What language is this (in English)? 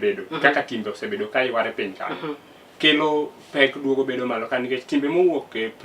Luo (Kenya and Tanzania)